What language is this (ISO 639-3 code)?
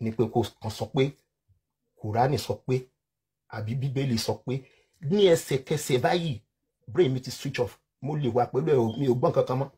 yor